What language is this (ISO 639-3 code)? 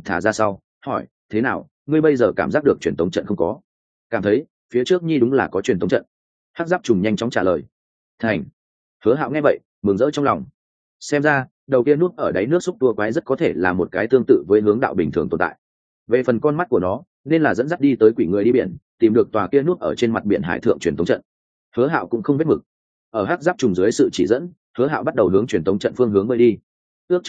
vie